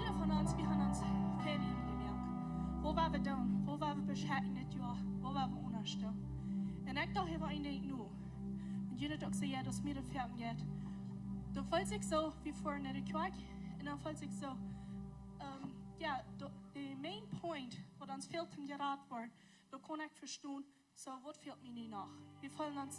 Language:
Plautdietsch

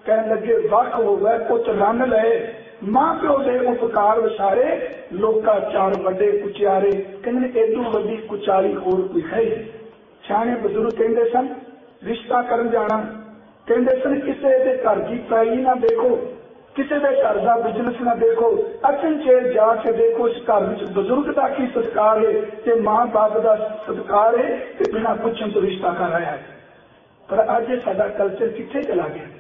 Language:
Punjabi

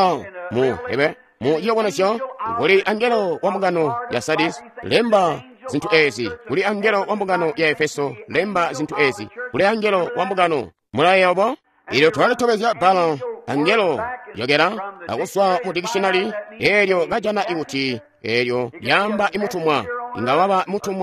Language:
Tonga (Zambia)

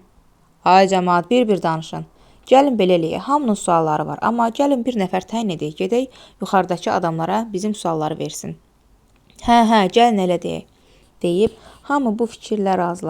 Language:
Azerbaijani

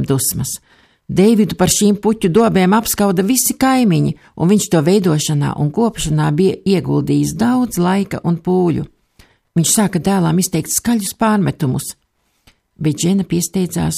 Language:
Latvian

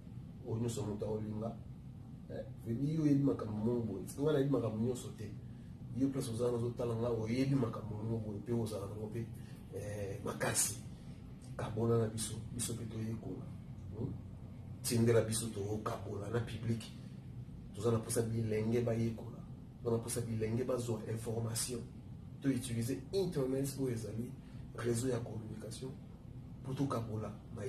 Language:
Lingala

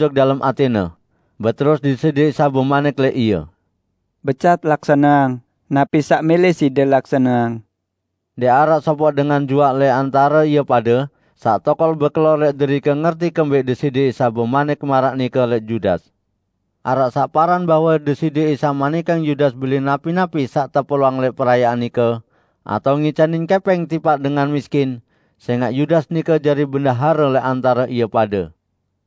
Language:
Sasak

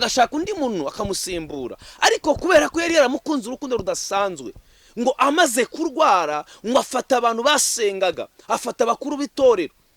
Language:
Kinyarwanda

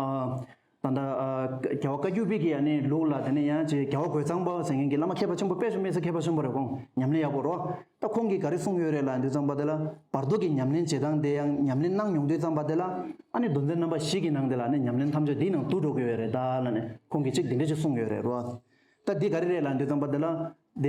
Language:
Tibetan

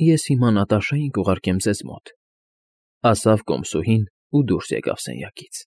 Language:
Armenian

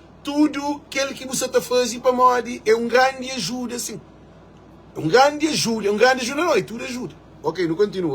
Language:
Kabuverdianu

